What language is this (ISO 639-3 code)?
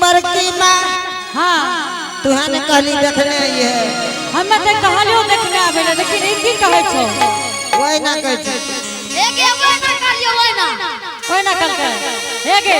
anp